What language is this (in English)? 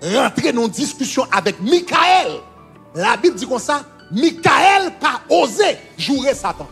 Haitian Creole